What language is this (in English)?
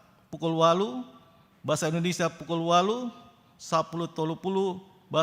Batak Toba